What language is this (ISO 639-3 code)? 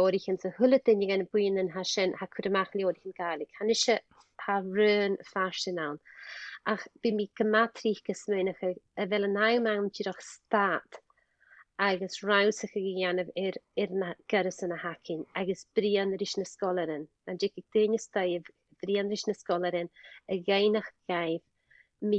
gla